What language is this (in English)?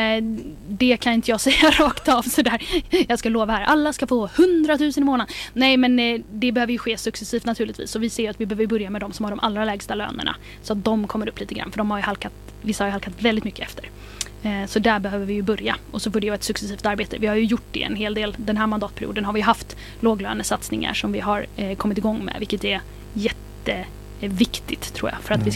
Swedish